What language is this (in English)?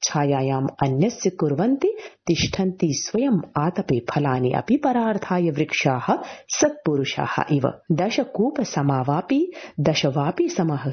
Sanskrit